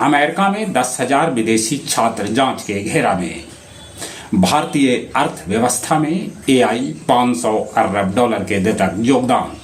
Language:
Magahi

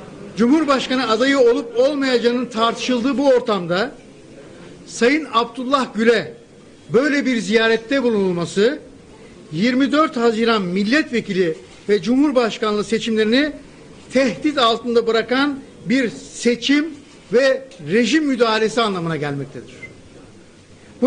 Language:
Turkish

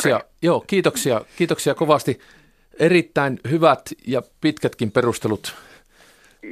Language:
Finnish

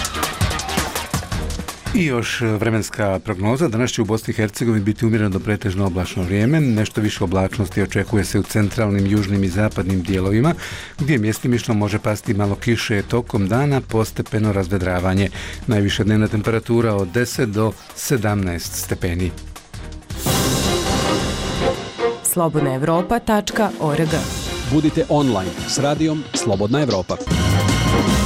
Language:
Bosnian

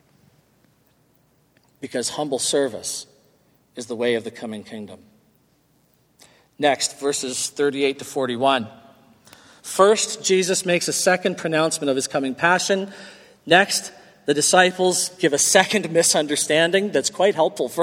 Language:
English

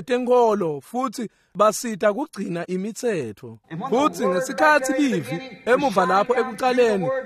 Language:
Swati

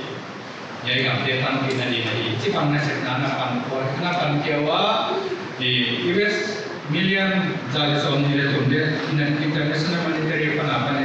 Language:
Paite Chin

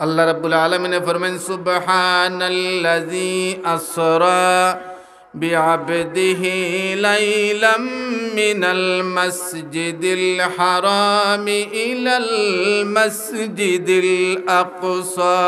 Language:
Sylheti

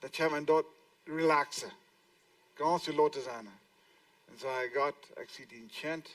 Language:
Plautdietsch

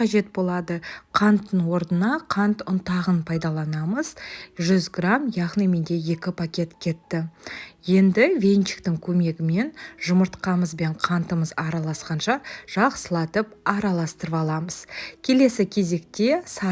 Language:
Kazakh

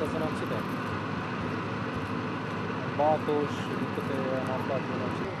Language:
Romanian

